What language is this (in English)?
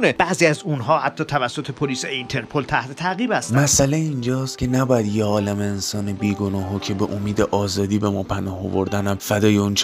Persian